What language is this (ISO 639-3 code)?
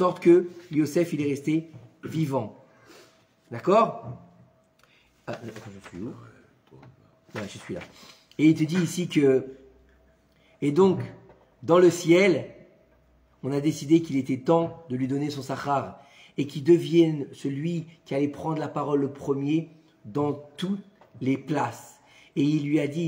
fra